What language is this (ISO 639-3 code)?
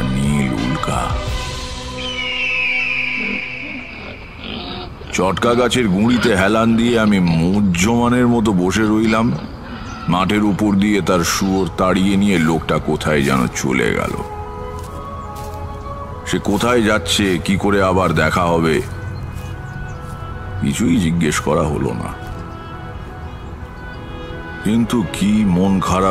ben